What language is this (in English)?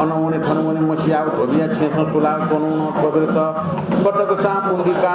Newari